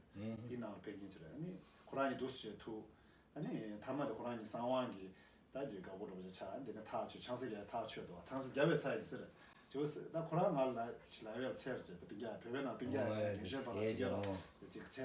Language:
Tibetan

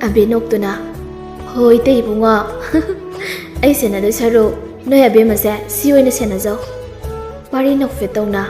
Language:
Manipuri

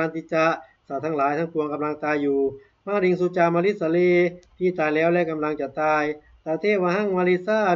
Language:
Pali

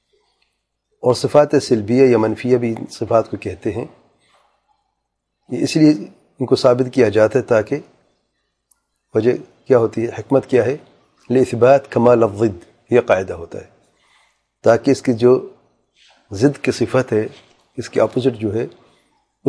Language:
Urdu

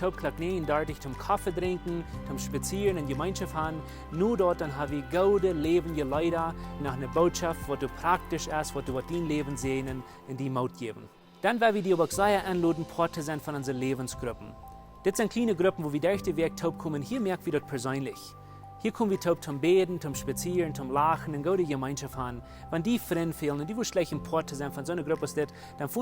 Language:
Plautdietsch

